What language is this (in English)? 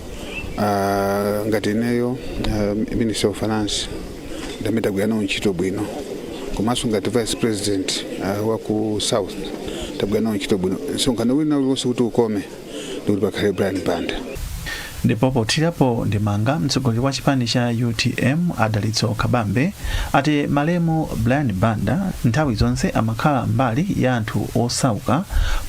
Nyanja